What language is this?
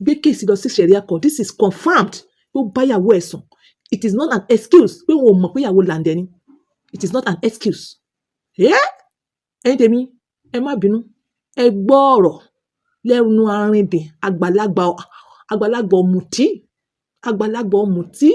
Yoruba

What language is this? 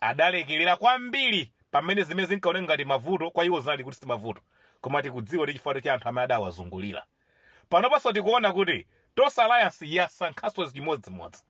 Nyanja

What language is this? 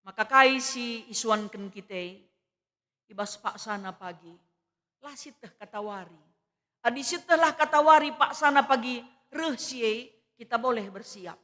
Batak Karo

